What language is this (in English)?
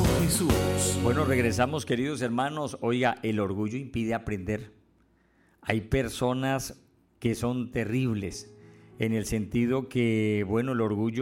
Spanish